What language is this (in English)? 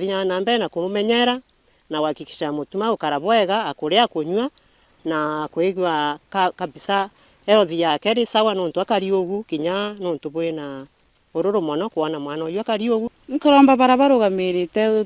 Meru